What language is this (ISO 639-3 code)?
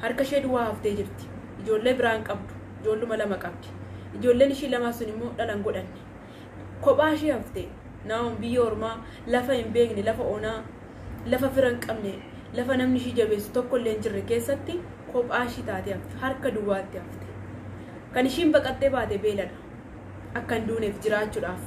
orm